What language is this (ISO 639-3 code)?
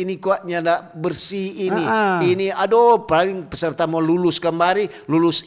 xmm